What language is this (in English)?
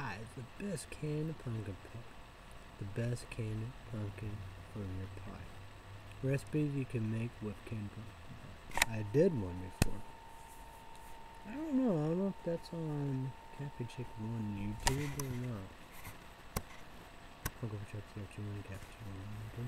English